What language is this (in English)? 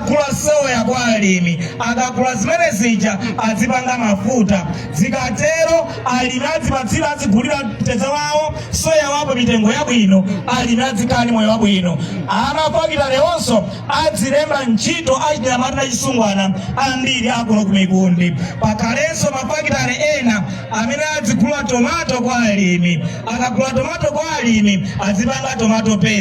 Nyanja